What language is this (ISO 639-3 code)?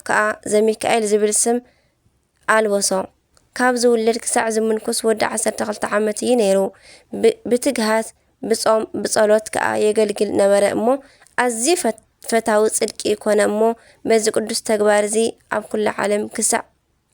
tir